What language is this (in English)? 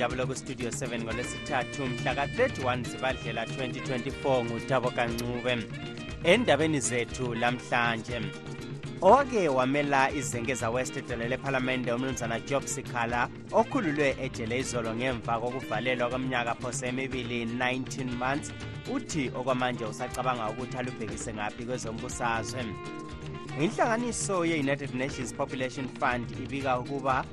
North Ndebele